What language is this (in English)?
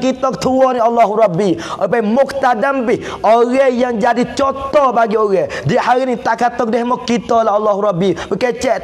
Pattani Malay